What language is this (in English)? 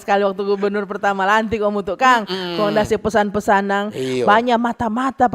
Manado Malay